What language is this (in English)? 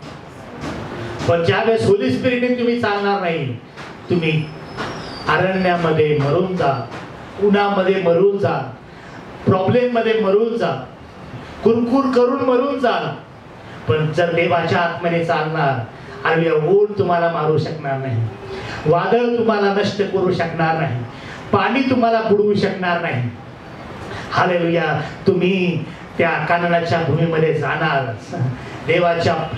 Marathi